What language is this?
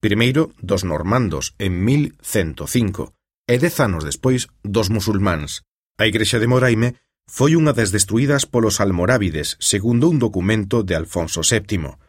Galician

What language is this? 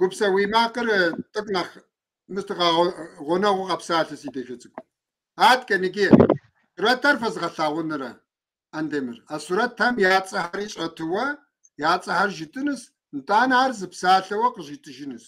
Kabardian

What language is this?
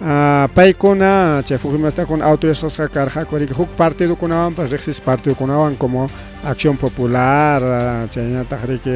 Ayacucho Quechua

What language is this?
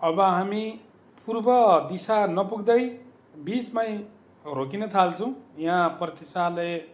Nepali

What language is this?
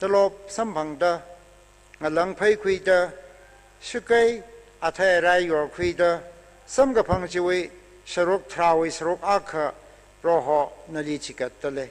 Tangkhul Naga (India)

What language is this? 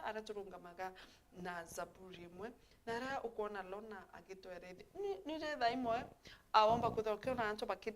Meru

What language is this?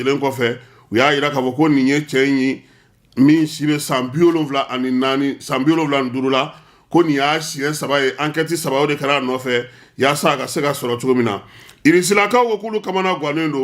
Bambara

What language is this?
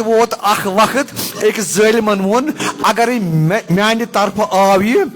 Kashmiri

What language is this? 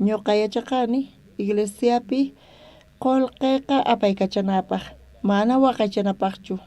South Bolivian Quechua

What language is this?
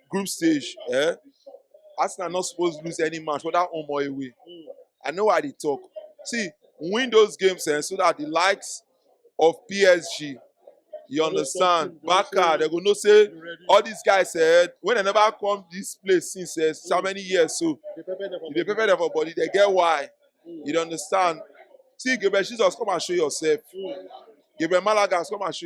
Nigerian Pidgin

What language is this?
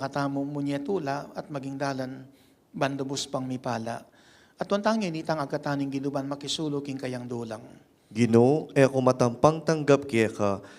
Pampanga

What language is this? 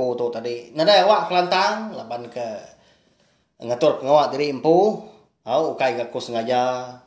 Iban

